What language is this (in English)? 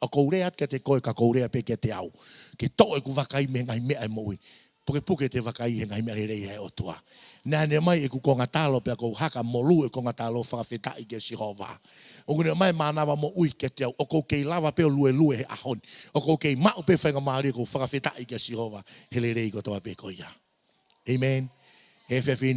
Tongan